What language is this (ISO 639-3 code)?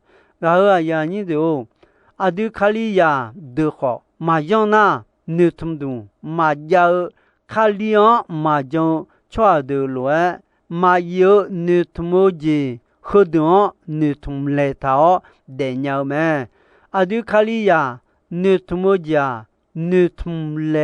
ahk